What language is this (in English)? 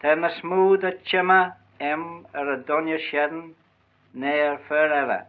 Manx